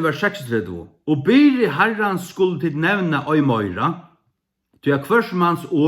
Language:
Faroese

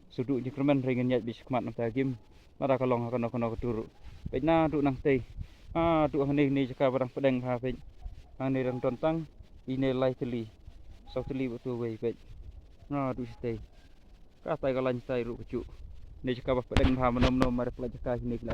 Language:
Khasi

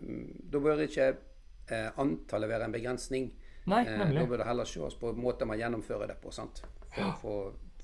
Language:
Norwegian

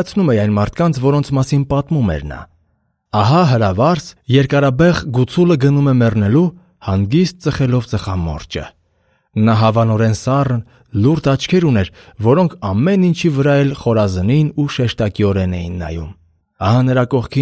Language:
Armenian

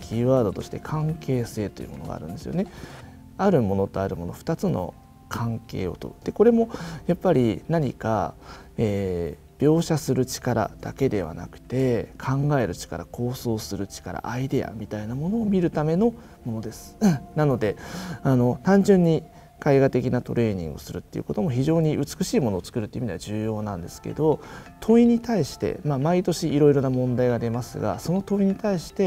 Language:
Japanese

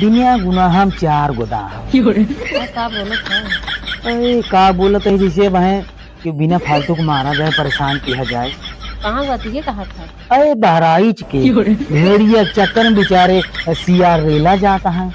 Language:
Awadhi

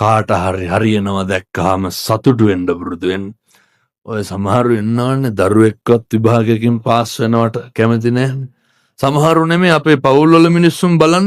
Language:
Sinhala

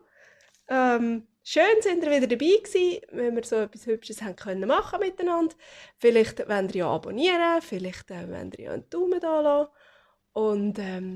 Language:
Swiss German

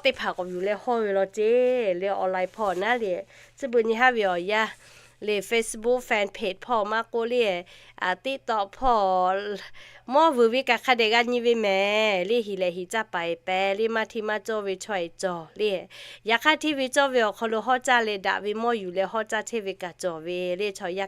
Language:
Lahu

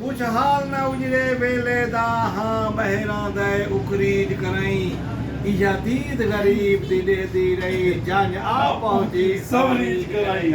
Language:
Saraiki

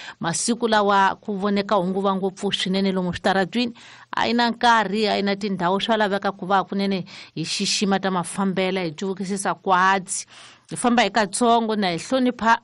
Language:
Tsonga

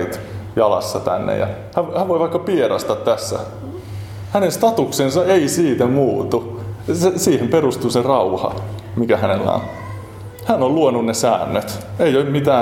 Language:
Finnish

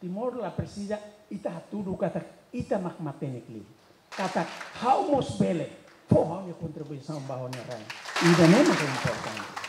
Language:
Tetum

